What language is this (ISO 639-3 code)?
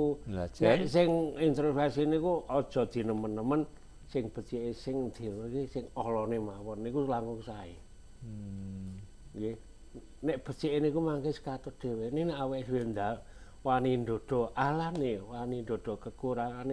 jav